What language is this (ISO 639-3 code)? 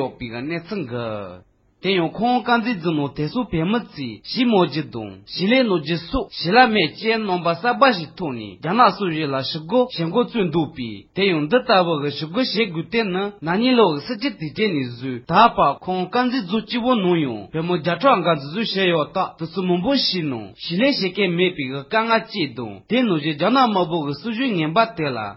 bod